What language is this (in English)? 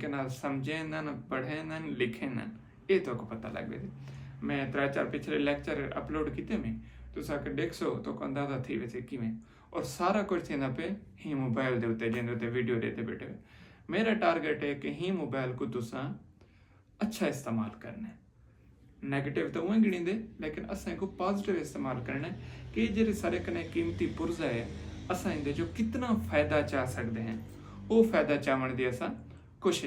Saraiki